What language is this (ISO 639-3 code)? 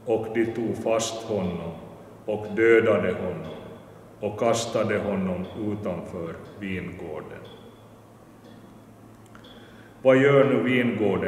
swe